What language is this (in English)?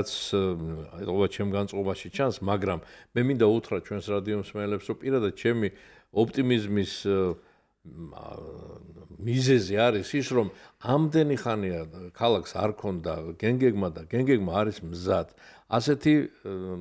Georgian